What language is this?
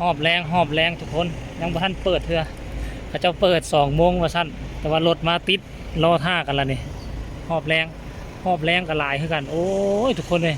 Lao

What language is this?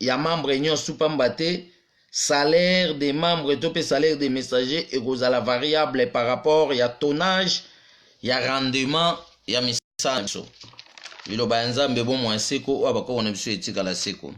Lingala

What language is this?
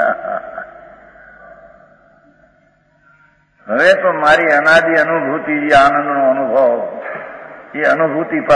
Gujarati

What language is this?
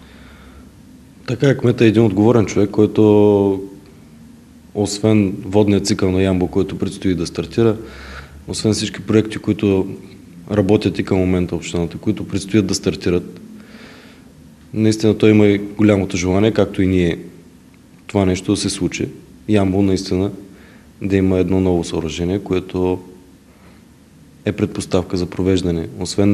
Bulgarian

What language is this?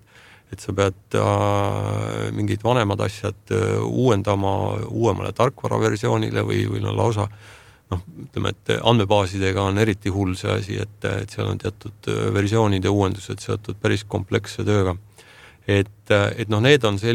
Estonian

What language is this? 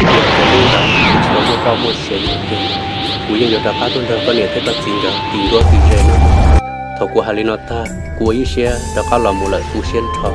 Hmong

